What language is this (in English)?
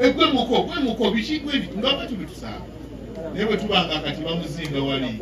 Ganda